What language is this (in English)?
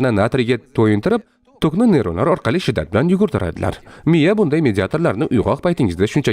Uzbek